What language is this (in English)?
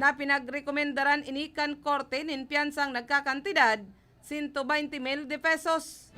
Bikol